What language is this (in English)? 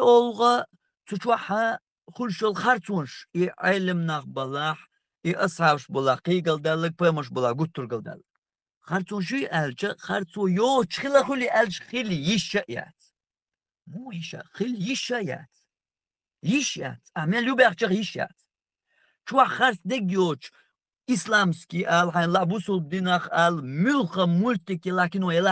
Chechen